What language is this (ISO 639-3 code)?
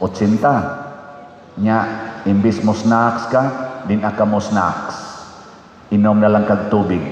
ceb